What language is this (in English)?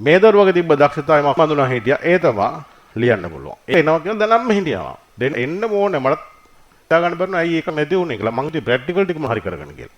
Sinhala